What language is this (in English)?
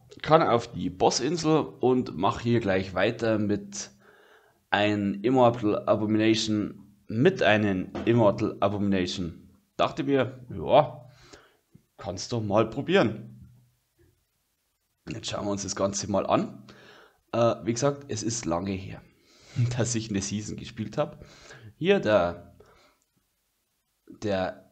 German